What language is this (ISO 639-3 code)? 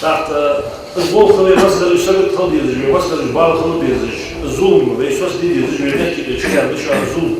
inh